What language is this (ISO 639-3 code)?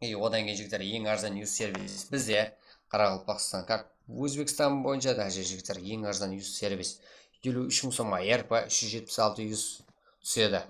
kaa